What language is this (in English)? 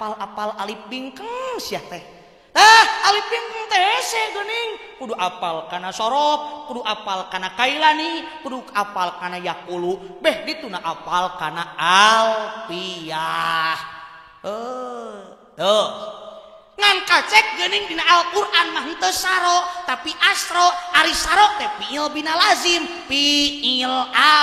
Sundanese